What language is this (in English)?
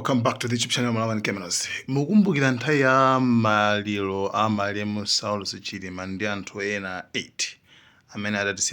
Nyanja